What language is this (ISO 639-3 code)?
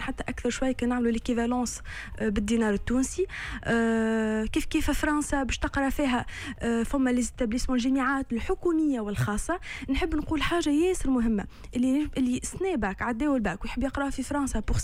aeb